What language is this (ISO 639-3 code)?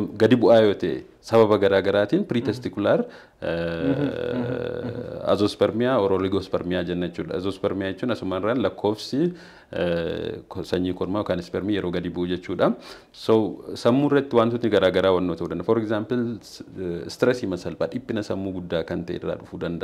orm